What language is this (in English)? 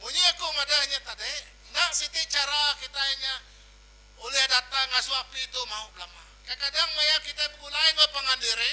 Iban